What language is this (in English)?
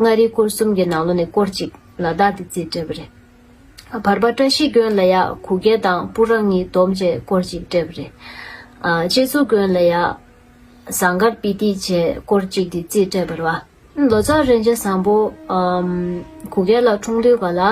Tibetan